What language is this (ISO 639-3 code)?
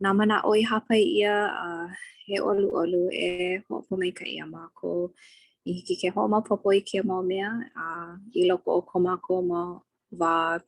haw